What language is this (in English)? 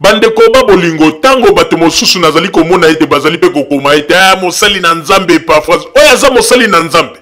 Lingala